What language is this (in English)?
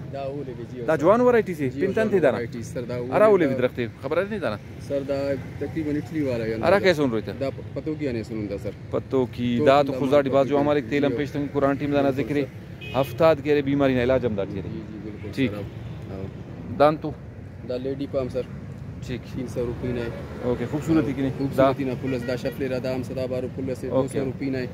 Brahui